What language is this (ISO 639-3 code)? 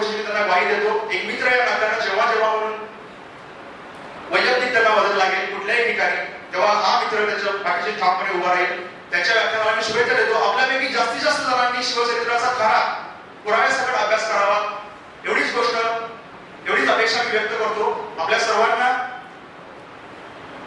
mar